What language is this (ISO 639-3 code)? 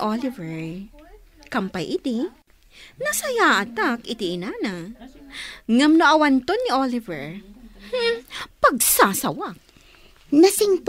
ilo